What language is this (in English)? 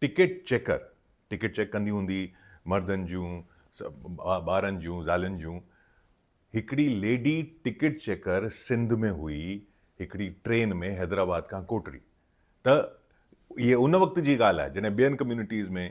Sindhi